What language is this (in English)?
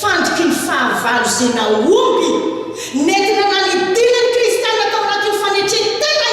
Malagasy